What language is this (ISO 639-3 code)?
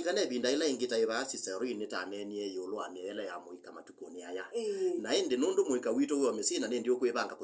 kam